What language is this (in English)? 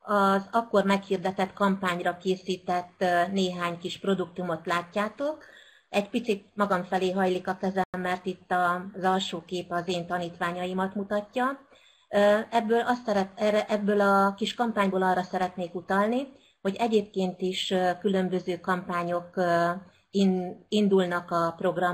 Hungarian